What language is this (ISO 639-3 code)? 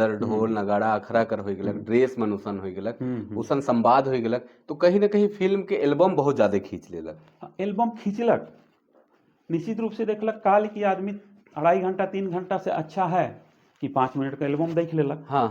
sck